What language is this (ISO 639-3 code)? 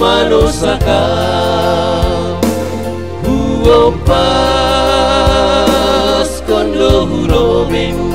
bts